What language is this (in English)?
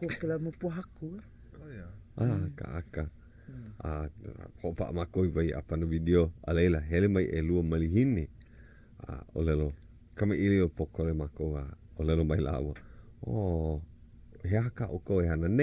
Hawaiian